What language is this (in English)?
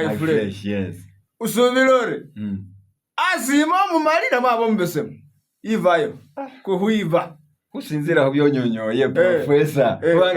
Masaaba